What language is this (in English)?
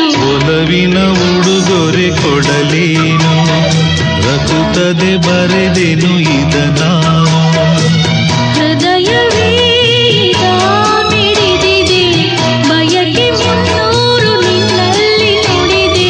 Kannada